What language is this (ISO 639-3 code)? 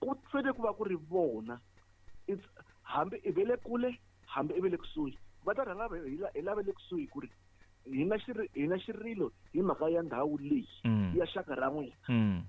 tso